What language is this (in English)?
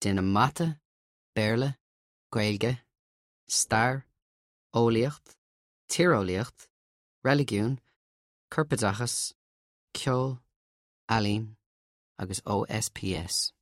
Irish